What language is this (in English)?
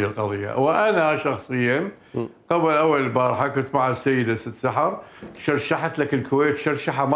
Mesopotamian Arabic